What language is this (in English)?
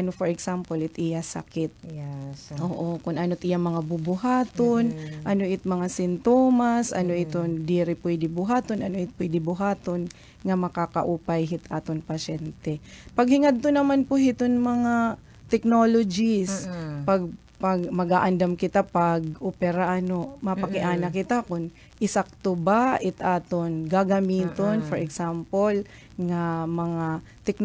Waray